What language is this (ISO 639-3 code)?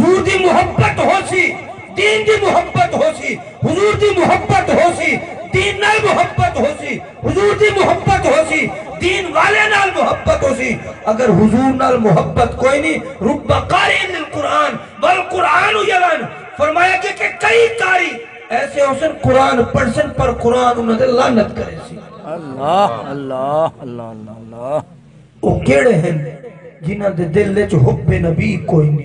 skr